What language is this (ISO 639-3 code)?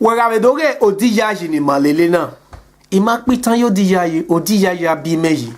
bin